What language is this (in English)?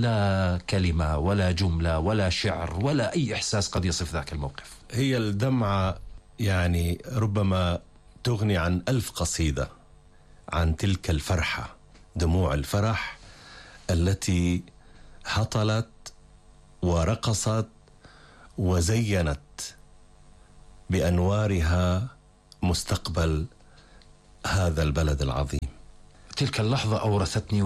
Arabic